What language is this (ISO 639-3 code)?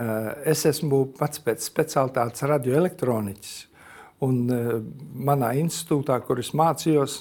lav